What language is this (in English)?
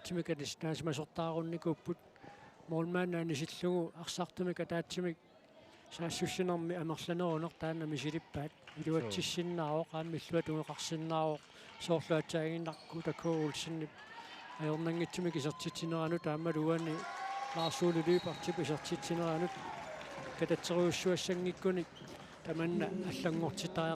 Kalaallisut